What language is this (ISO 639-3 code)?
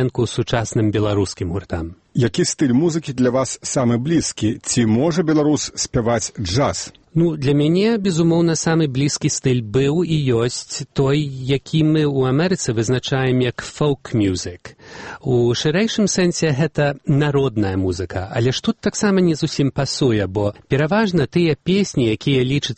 bel